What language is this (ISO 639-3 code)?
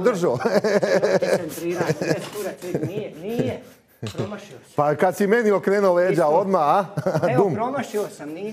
hrv